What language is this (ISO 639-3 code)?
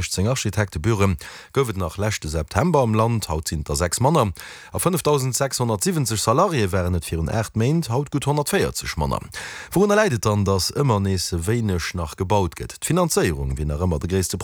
ltz